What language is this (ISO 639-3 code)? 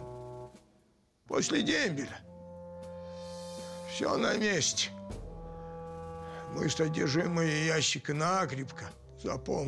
rus